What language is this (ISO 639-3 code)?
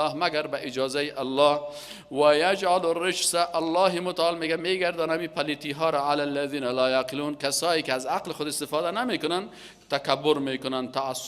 fas